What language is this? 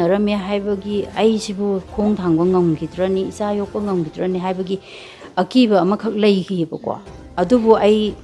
Manipuri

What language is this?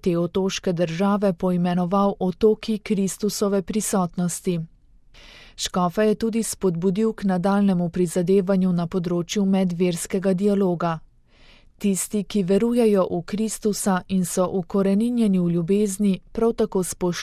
Slovenian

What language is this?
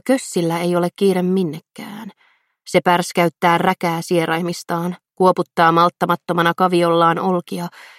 Finnish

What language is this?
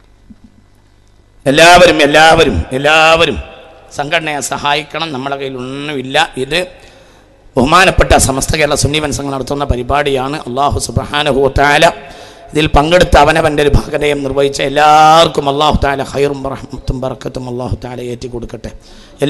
Malayalam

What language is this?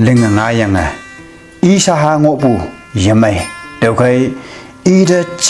Konyak Naga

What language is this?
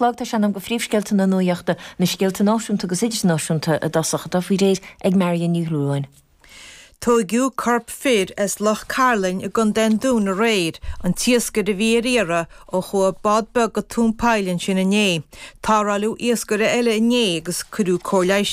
Irish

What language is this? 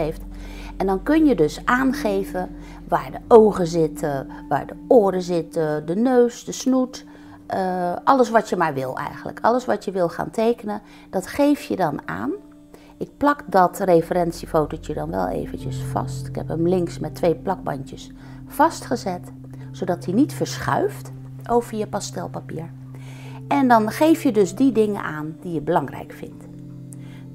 Dutch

